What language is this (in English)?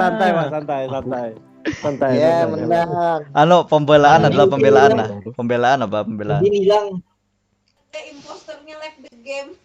Banjar